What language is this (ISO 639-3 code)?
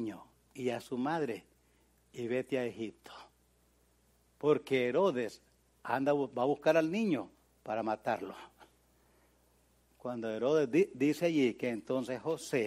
spa